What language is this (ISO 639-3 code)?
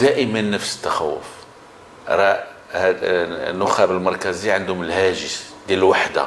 ary